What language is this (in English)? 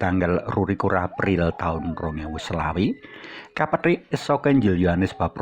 Javanese